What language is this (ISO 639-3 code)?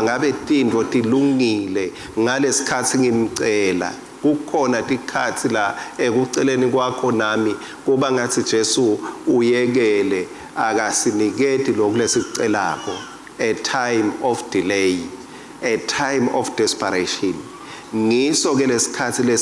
ssw